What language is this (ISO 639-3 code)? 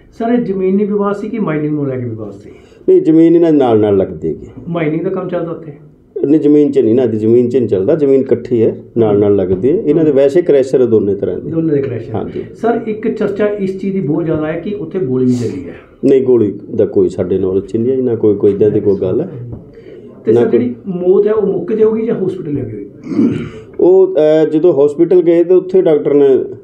pan